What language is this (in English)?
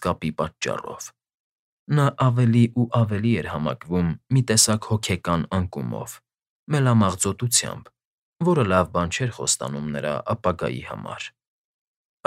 Armenian